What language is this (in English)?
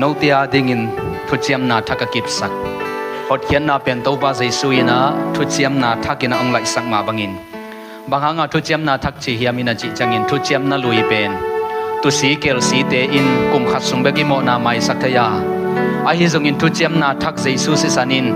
Tedim Chin